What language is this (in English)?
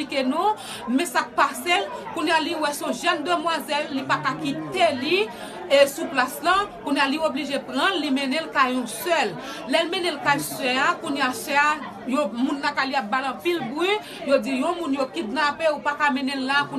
Haitian Creole